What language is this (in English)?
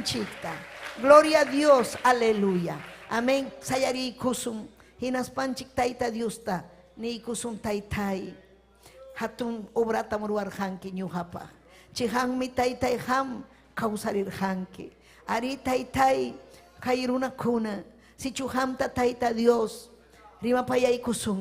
Ayacucho Quechua